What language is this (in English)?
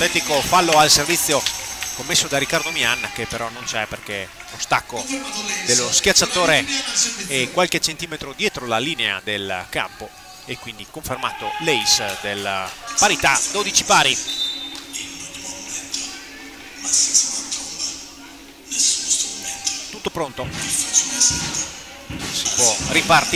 Italian